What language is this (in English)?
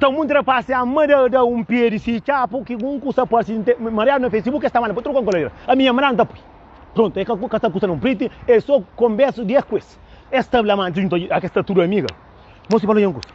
Kabuverdianu